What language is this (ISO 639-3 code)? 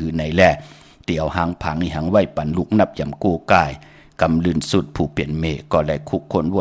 shn